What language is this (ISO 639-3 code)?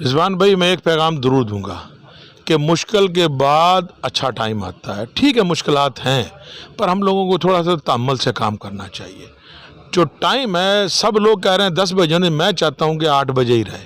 skr